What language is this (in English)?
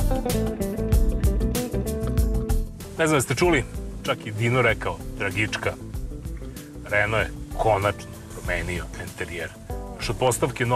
Serbian